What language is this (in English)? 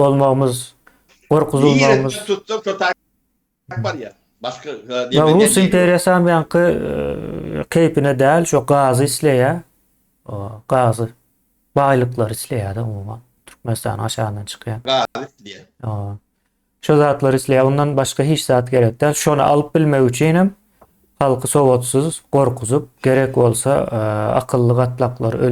Turkmen